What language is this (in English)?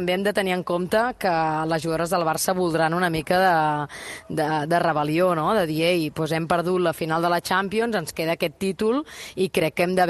Catalan